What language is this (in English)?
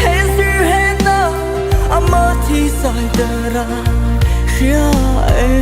Mara Chin